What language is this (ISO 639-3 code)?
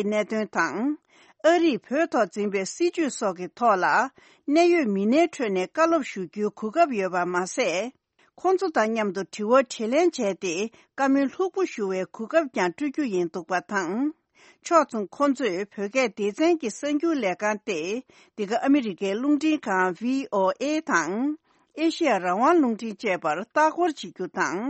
bod